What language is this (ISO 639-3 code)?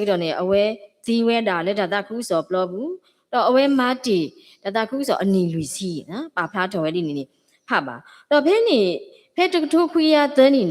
ksw